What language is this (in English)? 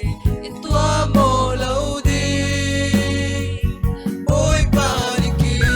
Falam Chin